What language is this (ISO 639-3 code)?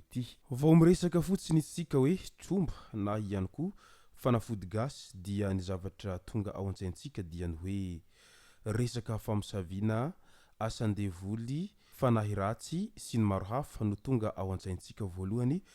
mlg